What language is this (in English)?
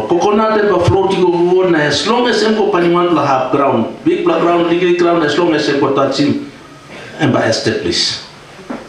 Tok Pisin